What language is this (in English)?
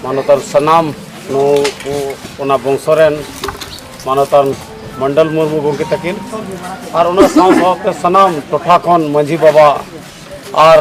Santali